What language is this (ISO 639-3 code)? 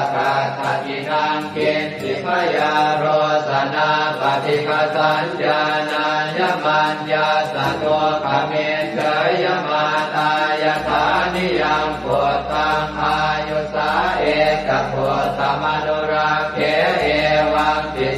pli